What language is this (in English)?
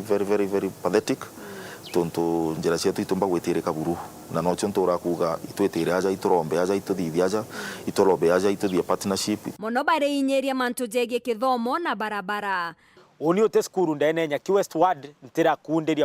Meru